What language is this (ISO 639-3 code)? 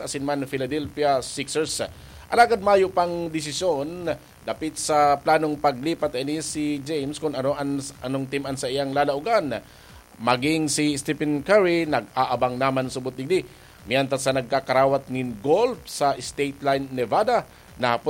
bik